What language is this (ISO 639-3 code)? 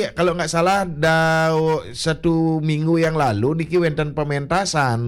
ban